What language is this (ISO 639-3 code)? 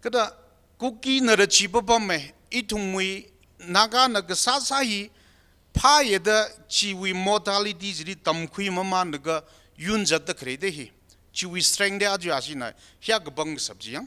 nmf